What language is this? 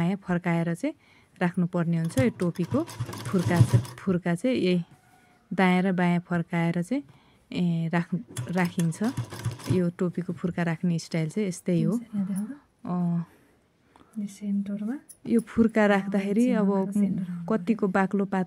Nepali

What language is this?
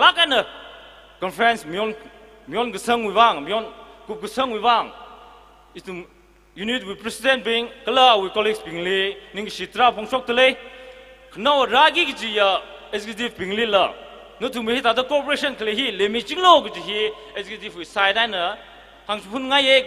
Tangkhul Naga (India)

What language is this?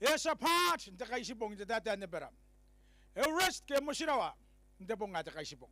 Gilbertese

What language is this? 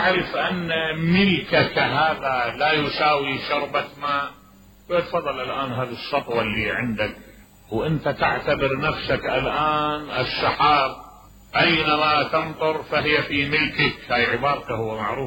Mesopotamian Arabic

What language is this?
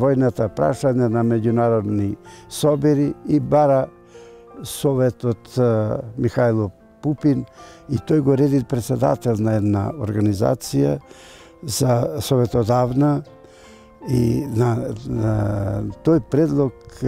Macedonian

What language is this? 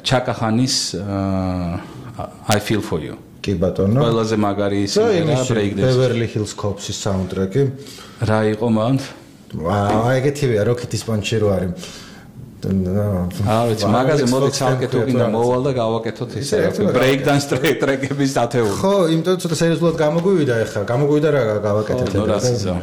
Georgian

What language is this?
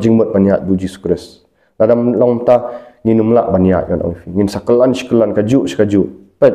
Khasi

